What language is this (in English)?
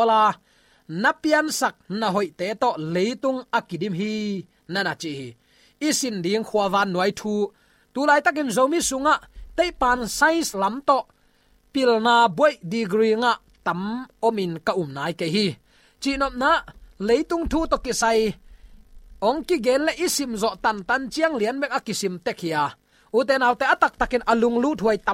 Tedim Chin